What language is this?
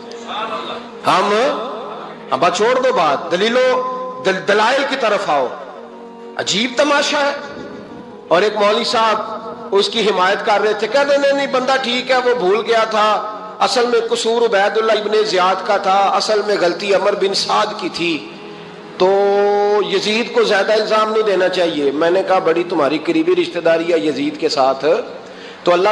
Urdu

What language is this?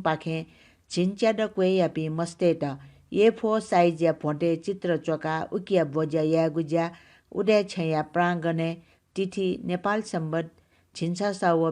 Newari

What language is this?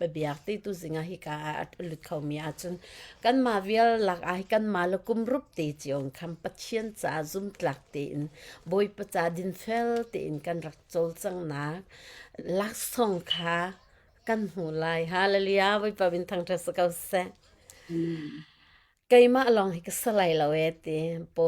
Hakha Chin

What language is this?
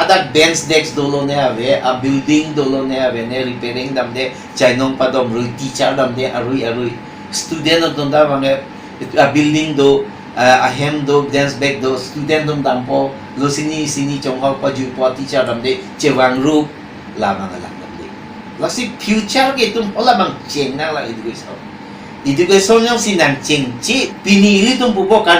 Karbi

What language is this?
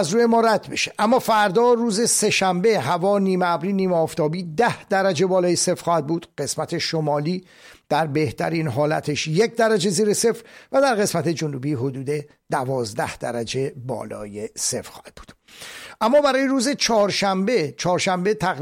Persian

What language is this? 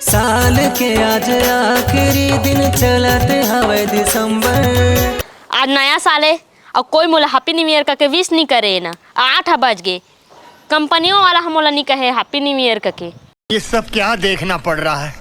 Chhattisgarhi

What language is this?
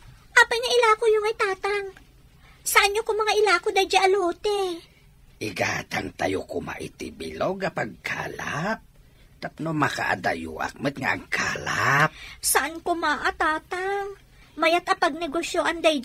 Iloko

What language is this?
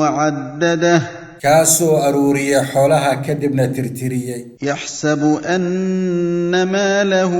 Somali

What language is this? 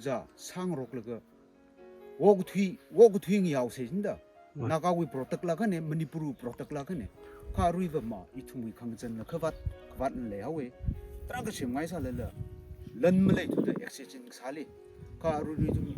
Tangkhul Naga (India)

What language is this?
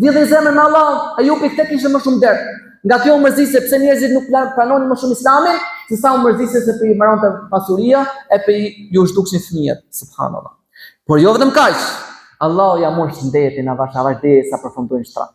Albanian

